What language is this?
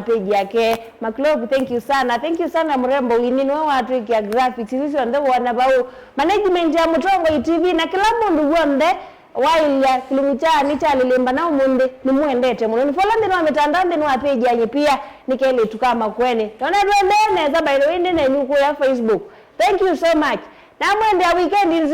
Kamba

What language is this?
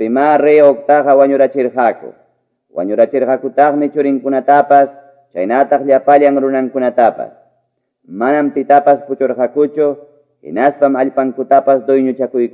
Quechua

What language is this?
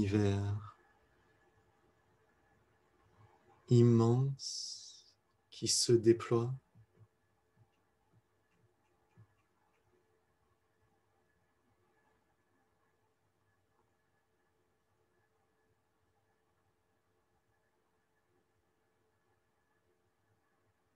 French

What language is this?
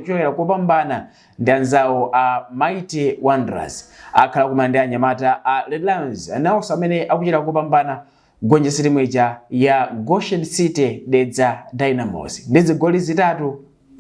Nyanja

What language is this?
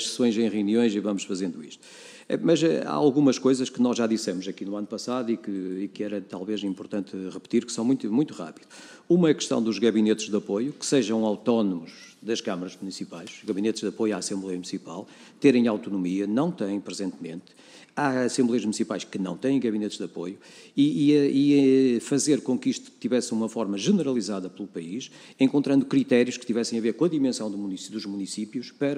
Portuguese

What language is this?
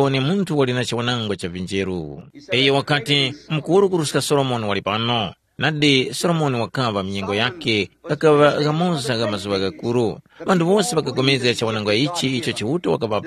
Tumbuka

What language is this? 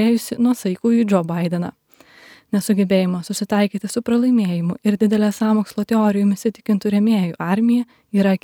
Lithuanian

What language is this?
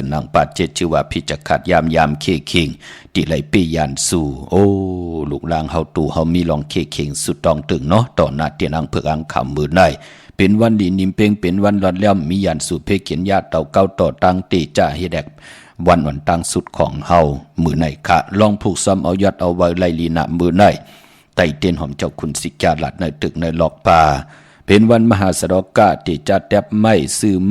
Shan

